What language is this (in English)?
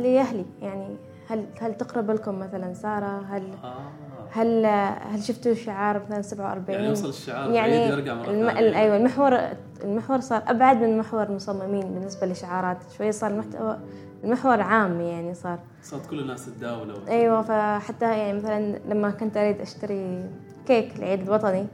Gulf Arabic